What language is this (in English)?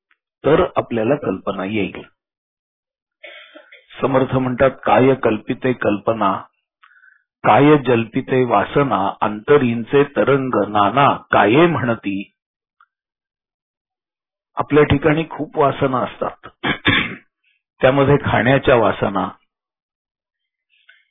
Marathi